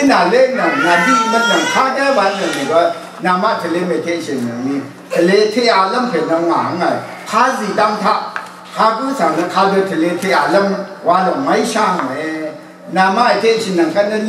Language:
Rawang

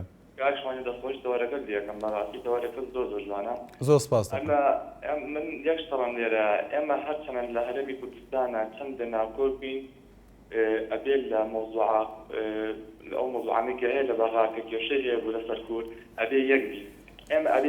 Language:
Central Kurdish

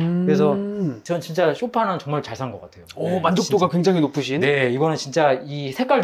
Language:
Korean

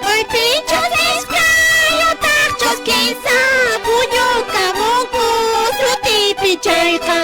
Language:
Quechua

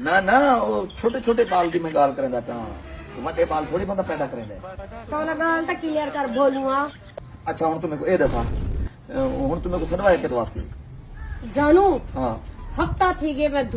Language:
Saraiki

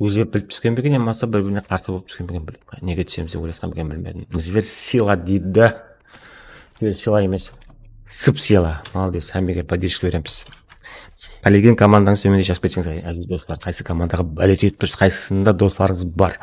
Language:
Kara-Kalpak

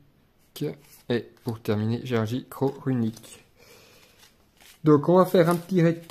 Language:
French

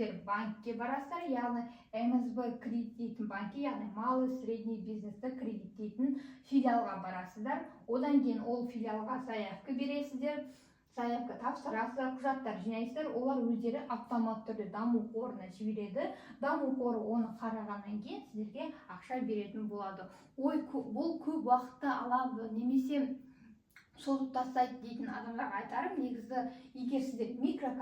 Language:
Kazakh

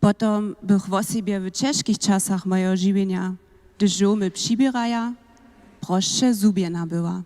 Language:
Upper Sorbian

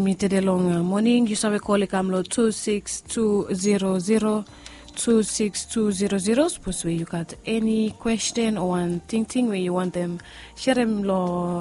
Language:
Bislama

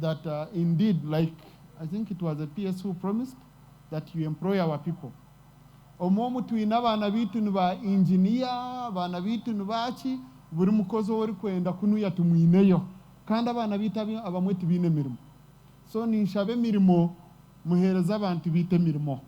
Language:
Nyankole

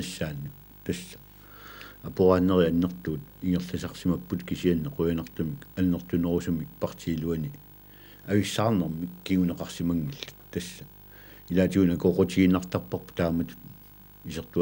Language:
Kalaallisut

